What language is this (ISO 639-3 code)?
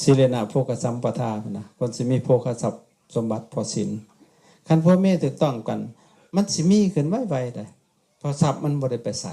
lao